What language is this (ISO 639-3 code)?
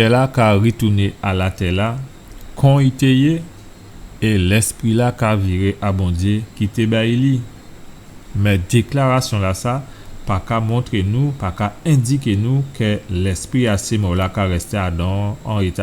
gcf